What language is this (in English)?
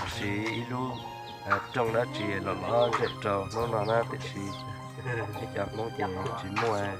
Hmong